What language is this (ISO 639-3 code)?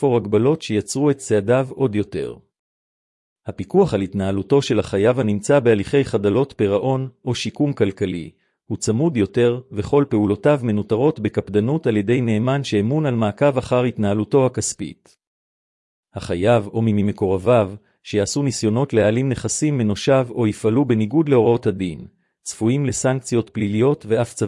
heb